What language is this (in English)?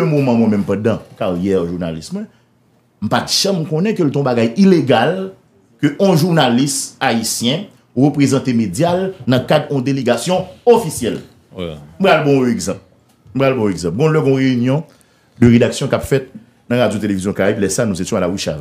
Haitian Creole